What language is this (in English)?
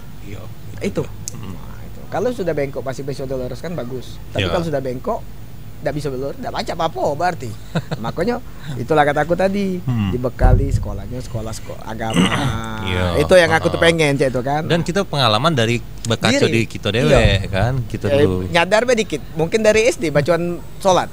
Musi